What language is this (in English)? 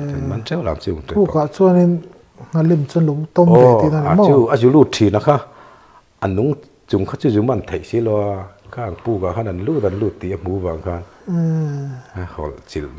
Mizo